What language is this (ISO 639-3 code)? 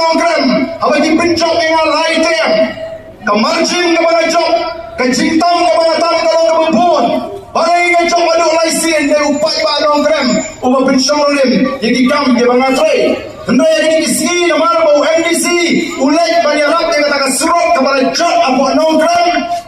kha